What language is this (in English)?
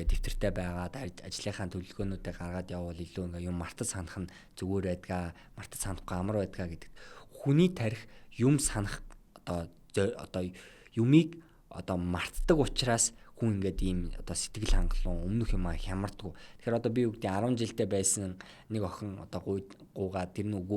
Mongolian